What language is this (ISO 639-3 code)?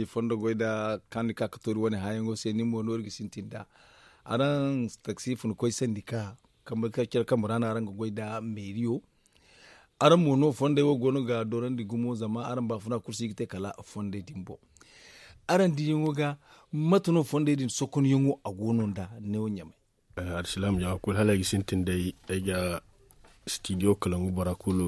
dje